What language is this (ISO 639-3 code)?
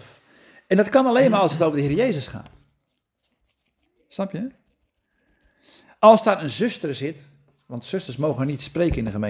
nld